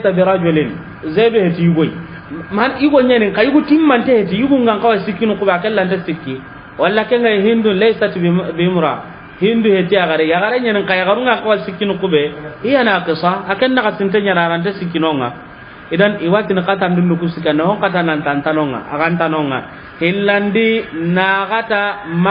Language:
Soninke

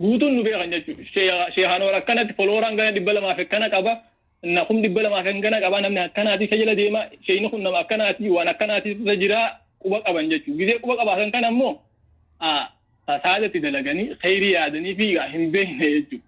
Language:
Oromo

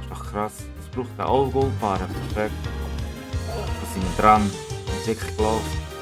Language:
Swiss German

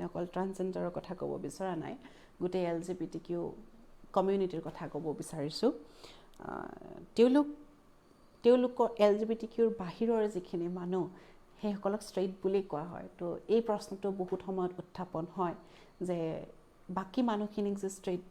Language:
Assamese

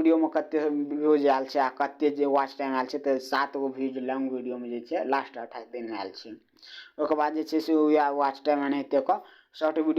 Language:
Maithili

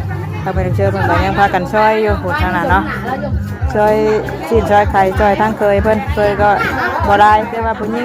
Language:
Northeastern Thai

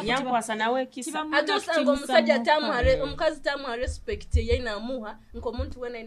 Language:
Nyoro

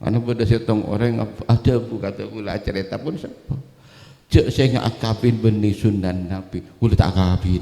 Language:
Madurese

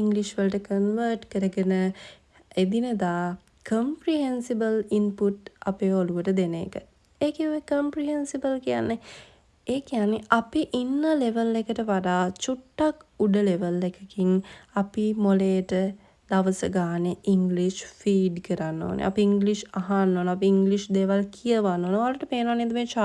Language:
Sinhala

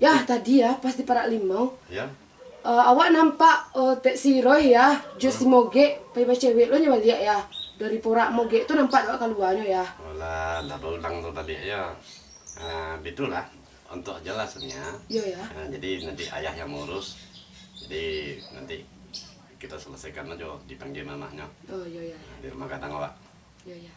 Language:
Minangkabau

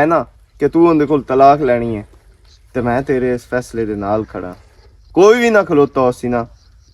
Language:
Western Panjabi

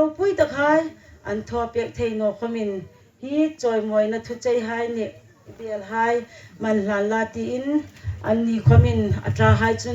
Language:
Hmar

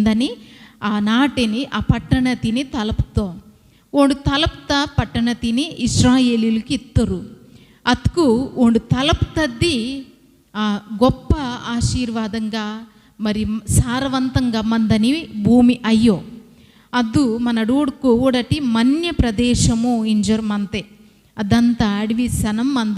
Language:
Koya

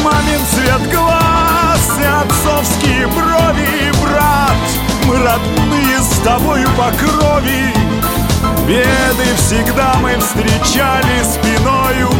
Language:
Russian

